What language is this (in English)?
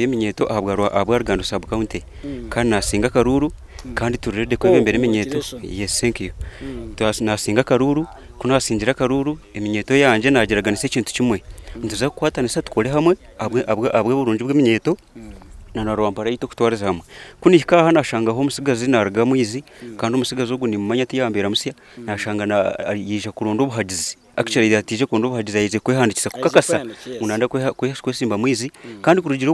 Nyankole